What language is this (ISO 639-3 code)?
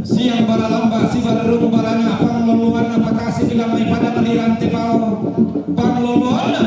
sda